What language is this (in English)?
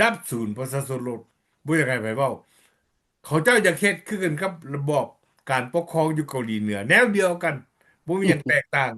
Lao